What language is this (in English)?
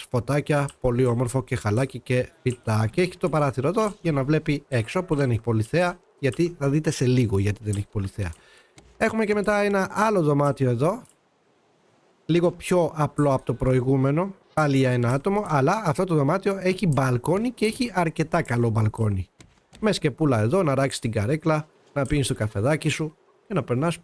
Greek